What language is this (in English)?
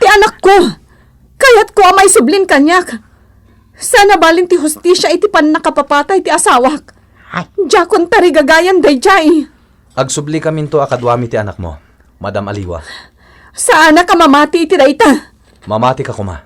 Iloko